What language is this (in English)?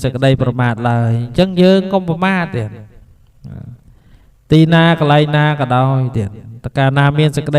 Khmer